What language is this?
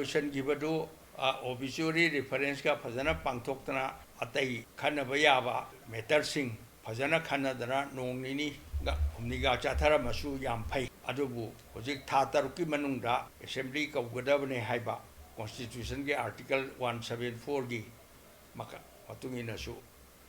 Manipuri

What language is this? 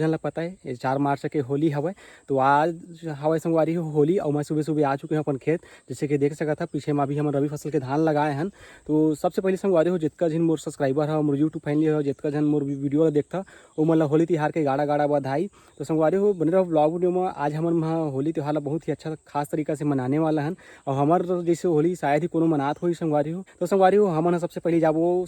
Chhattisgarhi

